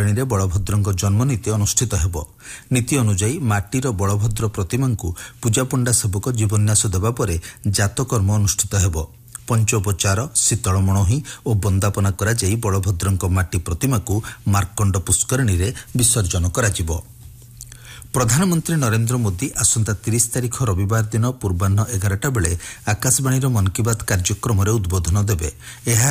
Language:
Odia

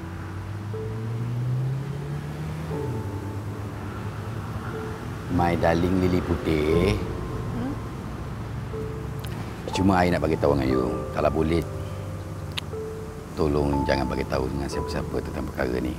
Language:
Malay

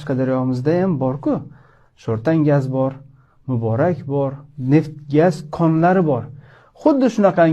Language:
Uzbek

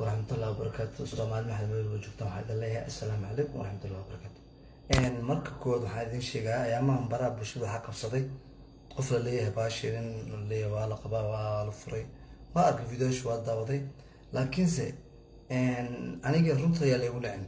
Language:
Somali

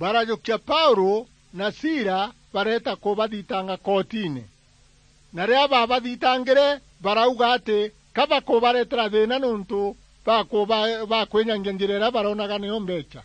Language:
Meru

